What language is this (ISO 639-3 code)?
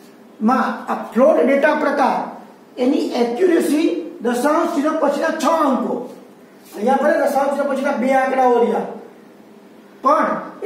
guj